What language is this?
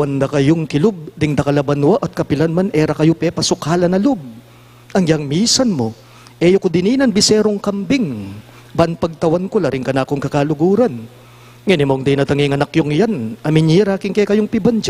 Pampanga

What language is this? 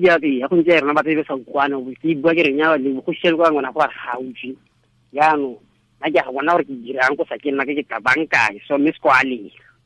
Tswana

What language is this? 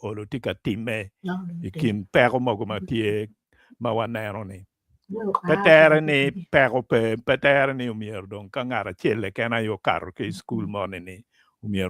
Acoli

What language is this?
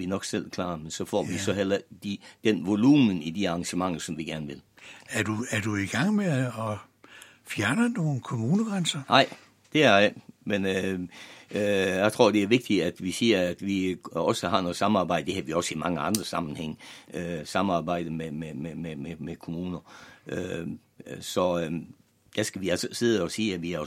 Danish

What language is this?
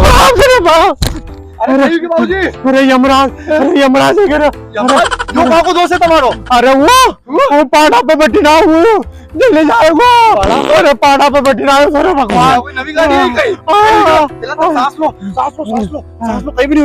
Rajasthani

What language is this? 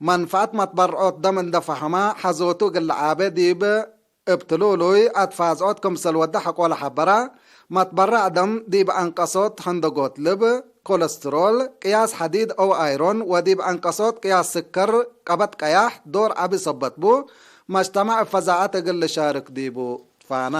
Tigre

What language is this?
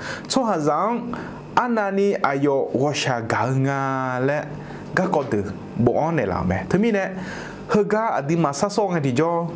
Akha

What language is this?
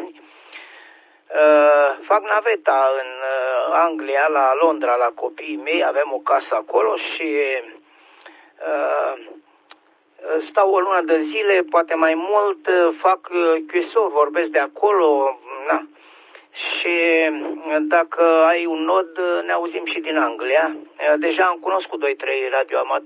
Romanian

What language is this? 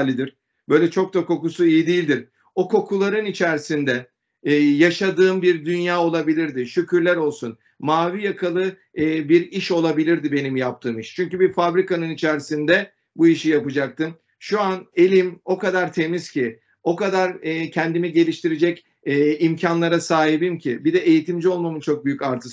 Turkish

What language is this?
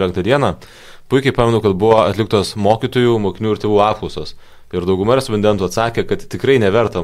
Lithuanian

